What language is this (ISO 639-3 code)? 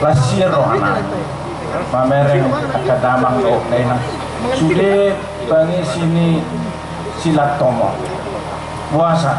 bbc